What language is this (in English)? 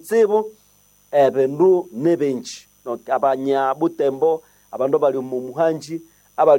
Nande